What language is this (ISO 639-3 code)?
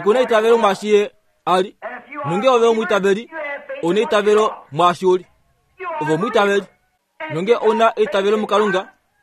kua